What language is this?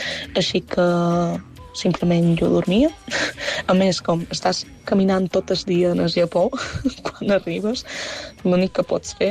Catalan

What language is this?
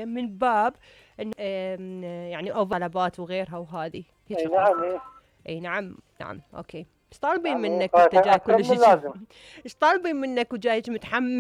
Mesopotamian Arabic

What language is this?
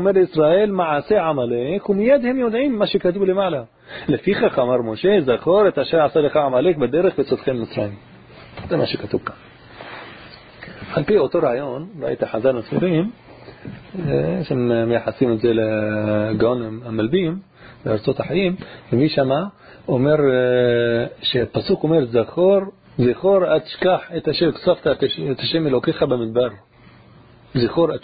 Hebrew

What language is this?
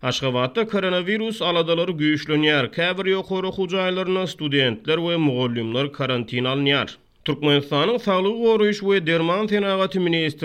Turkmen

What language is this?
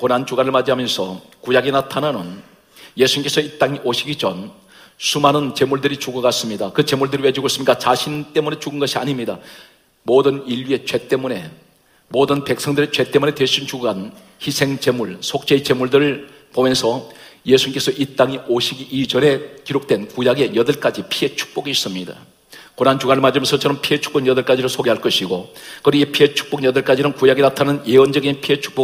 Korean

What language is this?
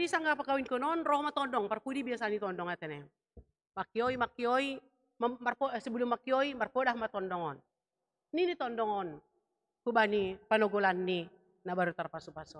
Batak Simalungun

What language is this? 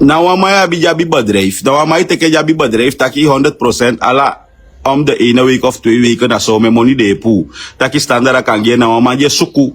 Sranan Tongo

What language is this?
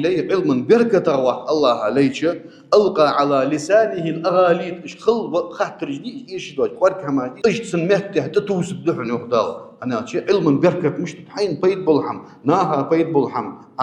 Ingush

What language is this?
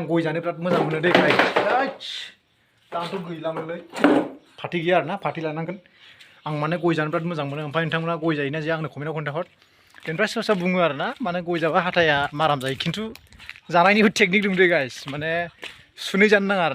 Bodo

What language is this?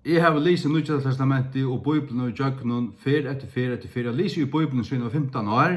Faroese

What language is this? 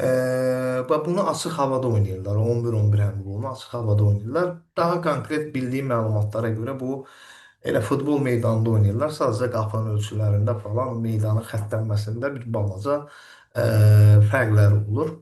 Azerbaijani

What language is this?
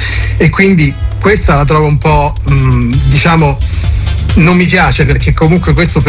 Italian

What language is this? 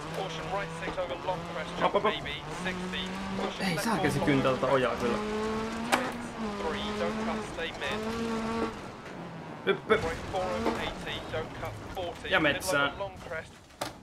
Finnish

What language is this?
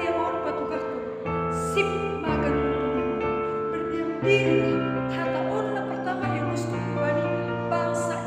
Batak Simalungun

